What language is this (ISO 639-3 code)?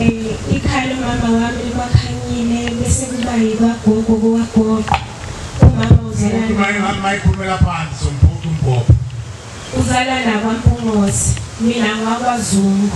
zul